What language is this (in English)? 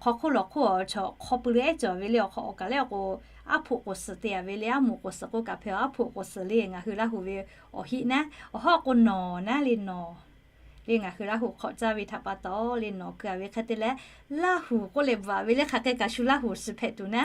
Lahu